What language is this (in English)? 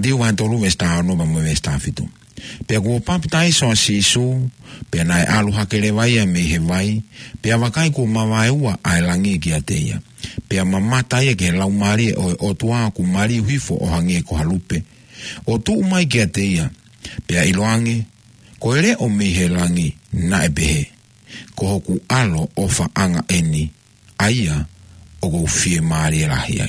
Tongan